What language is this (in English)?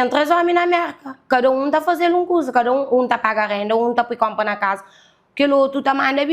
Kabuverdianu